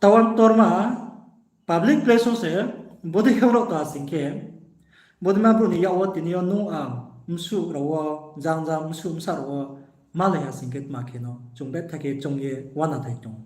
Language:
Riang (India)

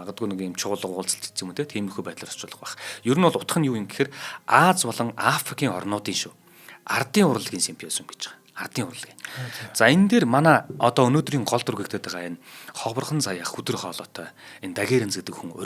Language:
Mongolian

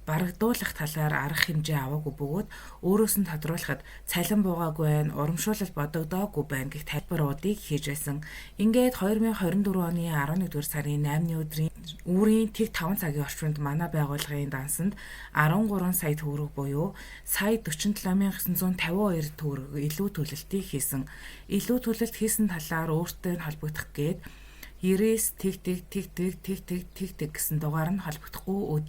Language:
Mongolian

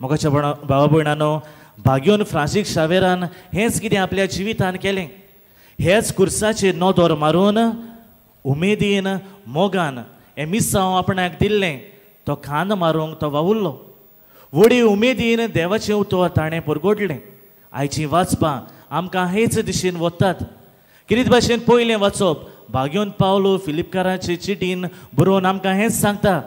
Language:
Konkani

